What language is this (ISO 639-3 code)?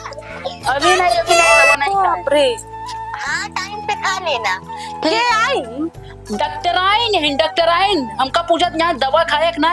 awa